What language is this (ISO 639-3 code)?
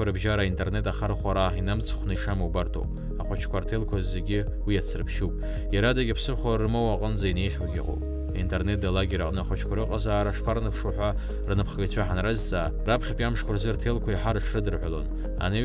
abk